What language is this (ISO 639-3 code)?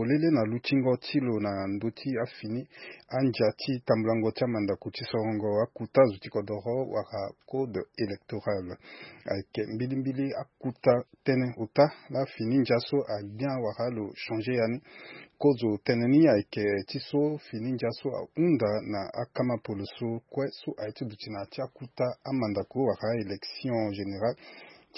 sag